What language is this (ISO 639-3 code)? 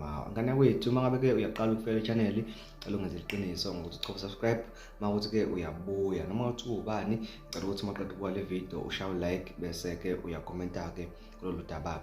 zul